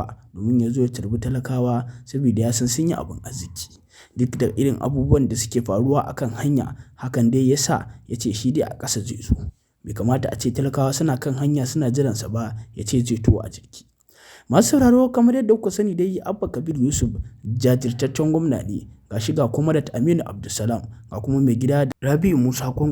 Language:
Hausa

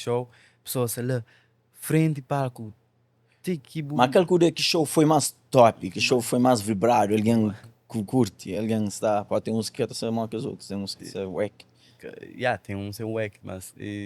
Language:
Kabuverdianu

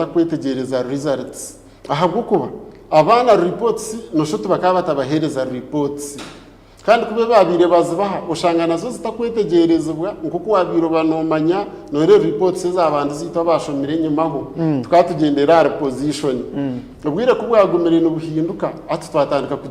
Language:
Nyankole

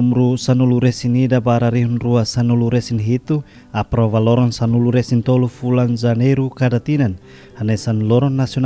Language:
Tetum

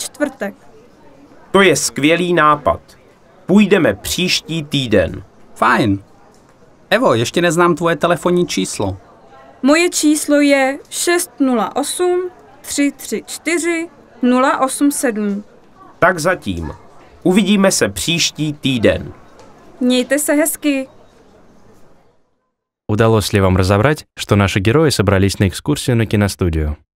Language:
Czech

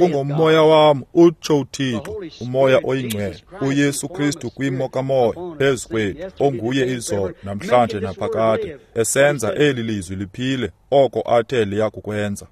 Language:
Xhosa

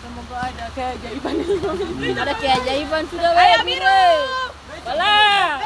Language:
Ambonese Malay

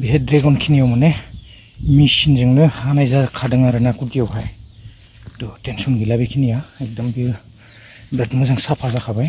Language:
Bodo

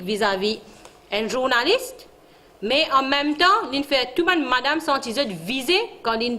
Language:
Morisyen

